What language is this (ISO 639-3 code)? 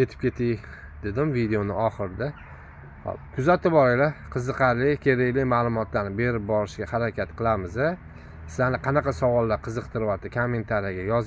uzb